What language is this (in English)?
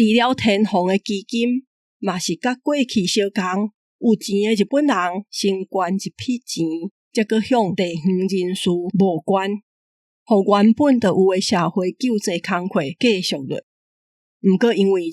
Min Nan Chinese